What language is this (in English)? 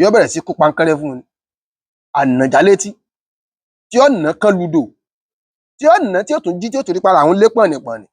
Yoruba